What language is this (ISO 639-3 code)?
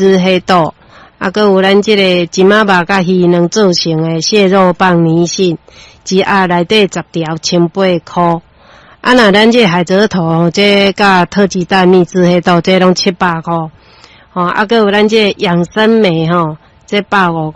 nan